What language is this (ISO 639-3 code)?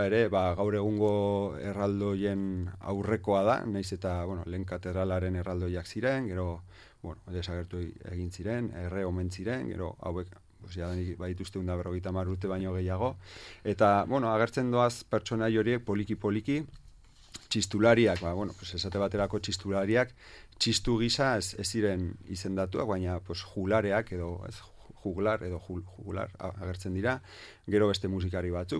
eus